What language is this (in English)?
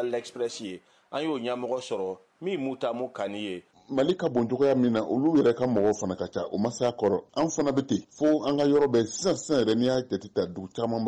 Bambara